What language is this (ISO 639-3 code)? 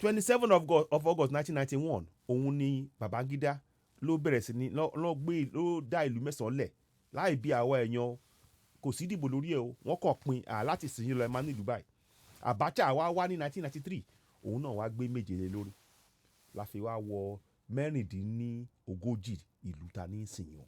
yor